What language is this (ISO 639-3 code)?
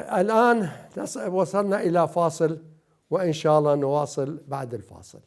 acm